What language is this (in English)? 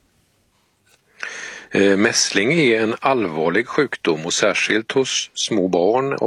Swedish